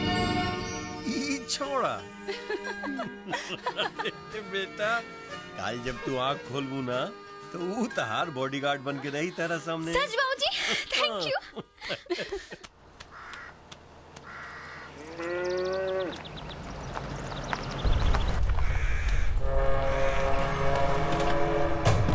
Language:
Bhojpuri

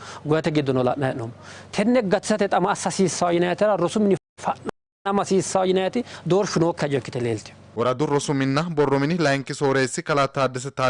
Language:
Sidamo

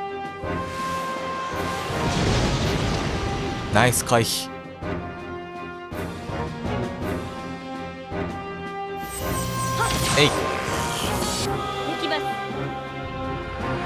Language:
Japanese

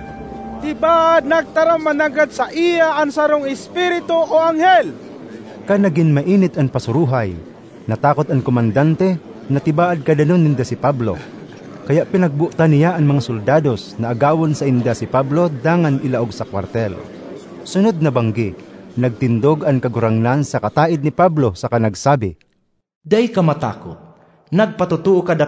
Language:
Bikol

